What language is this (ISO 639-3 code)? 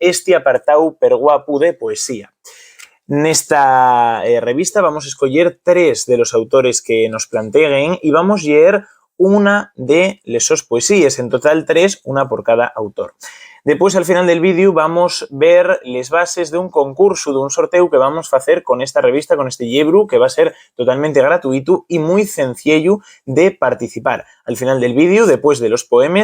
ast